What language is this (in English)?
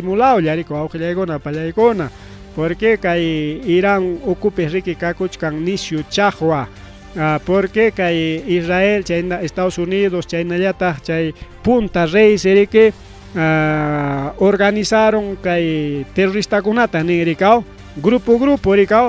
Ayacucho Quechua